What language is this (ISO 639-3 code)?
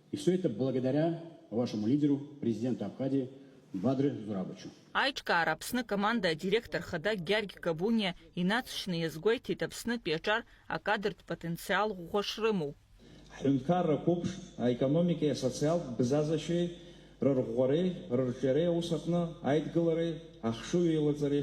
abk